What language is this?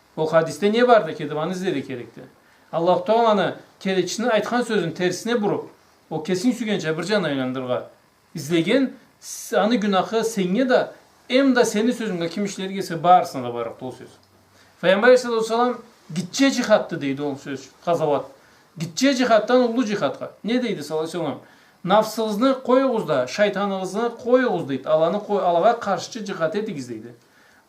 Karachay-Balkar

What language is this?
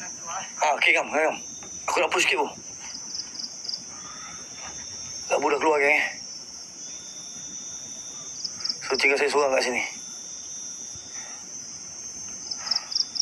Malay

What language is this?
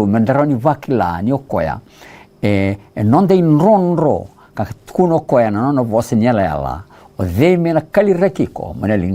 Fijian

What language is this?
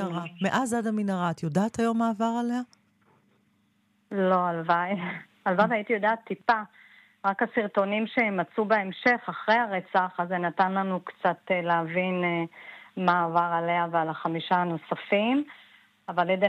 Hebrew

